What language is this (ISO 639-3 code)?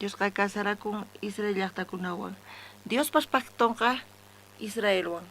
quh